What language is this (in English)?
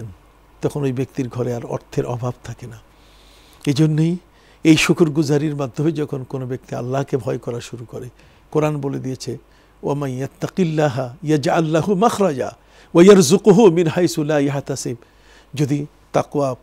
Bangla